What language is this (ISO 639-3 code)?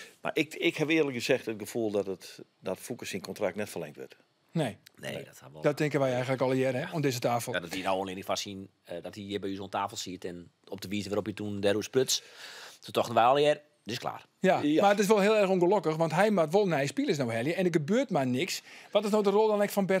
fry